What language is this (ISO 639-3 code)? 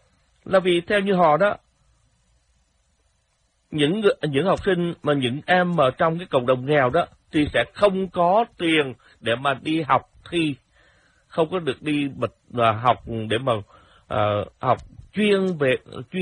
vie